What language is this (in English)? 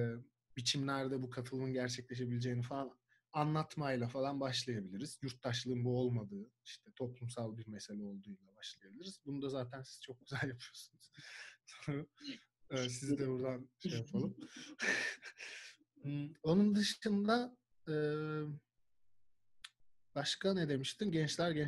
Turkish